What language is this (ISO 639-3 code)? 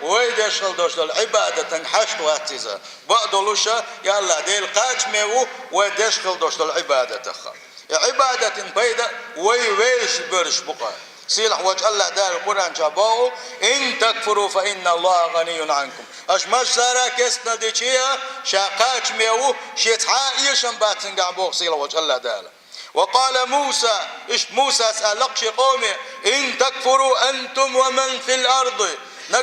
che